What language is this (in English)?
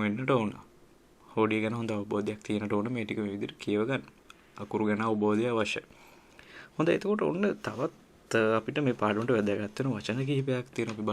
Sinhala